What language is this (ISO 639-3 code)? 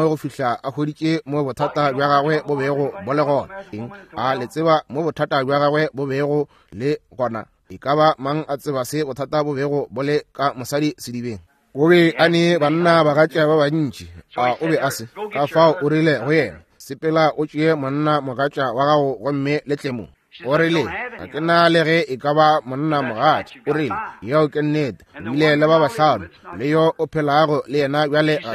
nso